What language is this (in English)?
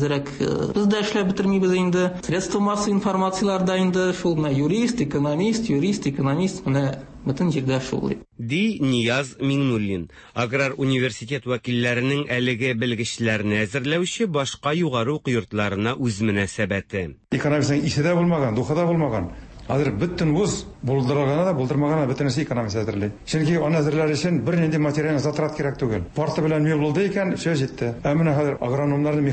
Tatar